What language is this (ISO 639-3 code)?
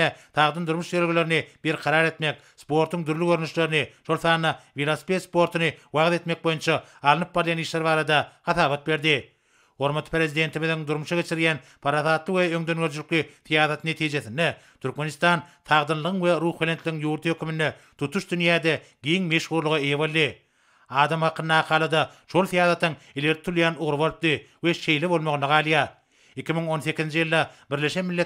tuk